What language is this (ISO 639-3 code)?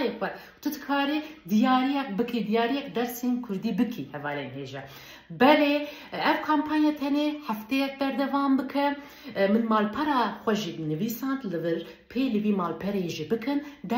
kur